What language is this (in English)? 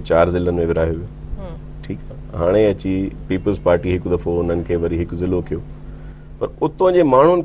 Sindhi